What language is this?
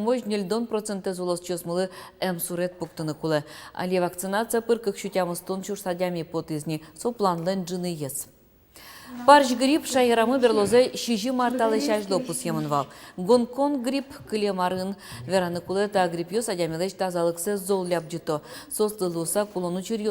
Udmurt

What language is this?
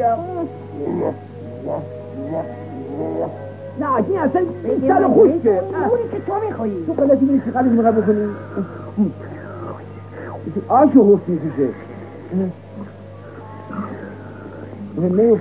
Persian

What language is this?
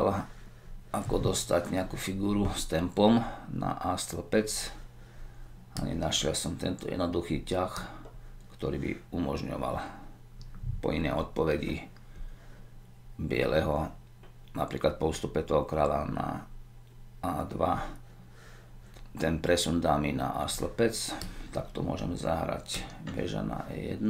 Slovak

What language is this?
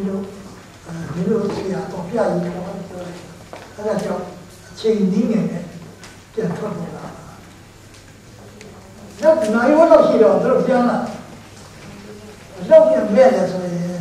Burmese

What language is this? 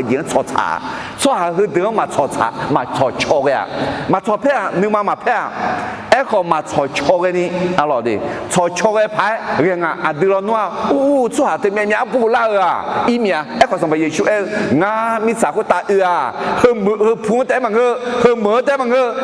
Akha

